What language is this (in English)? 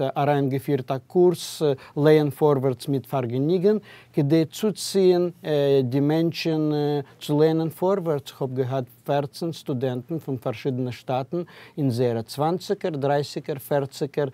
Yiddish